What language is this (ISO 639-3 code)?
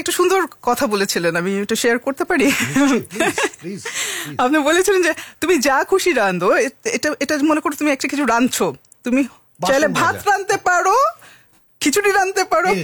ben